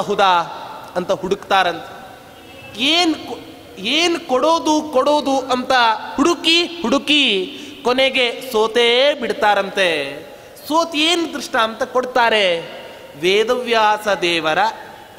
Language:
Kannada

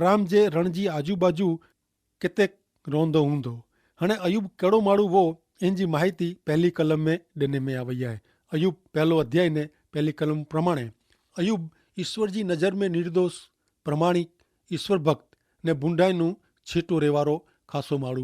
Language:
Kachhi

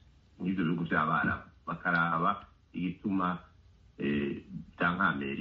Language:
Kinyarwanda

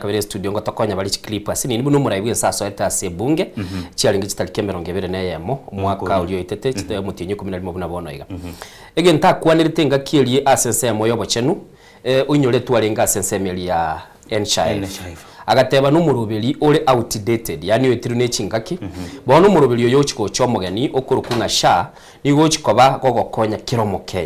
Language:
Gusii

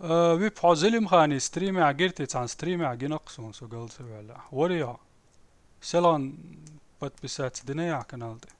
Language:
Chechen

